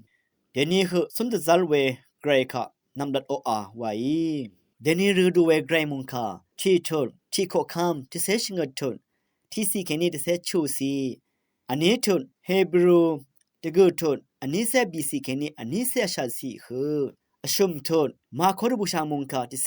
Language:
Rawang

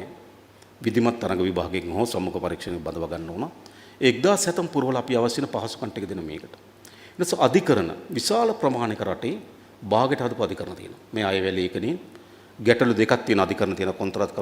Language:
Sinhala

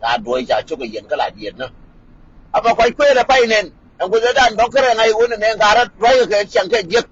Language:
Nuer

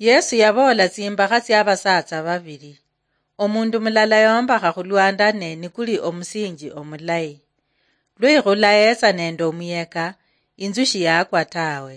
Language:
Luyia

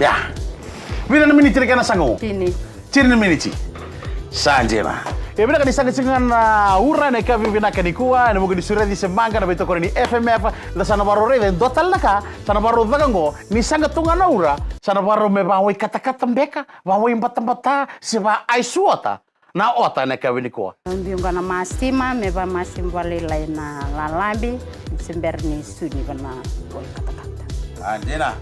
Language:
Fijian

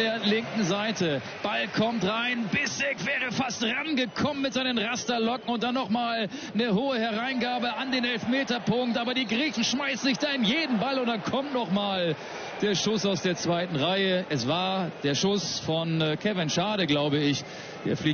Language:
German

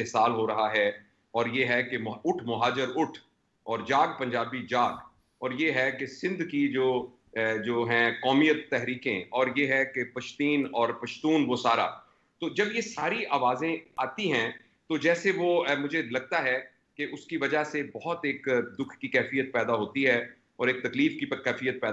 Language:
Urdu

